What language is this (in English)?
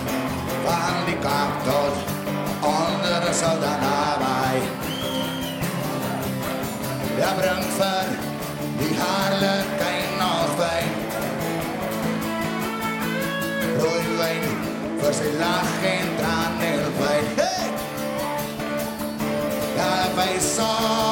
Afrikaans